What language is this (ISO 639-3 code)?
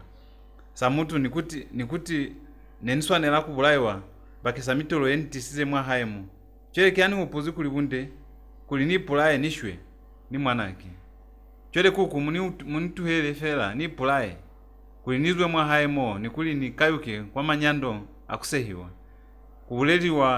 loz